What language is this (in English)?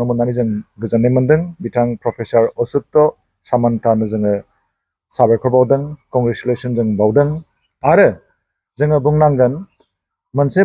Bodo